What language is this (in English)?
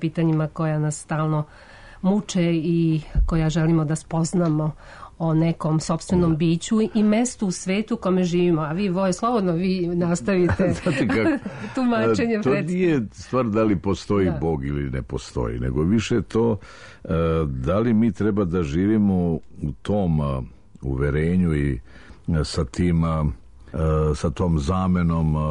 Serbian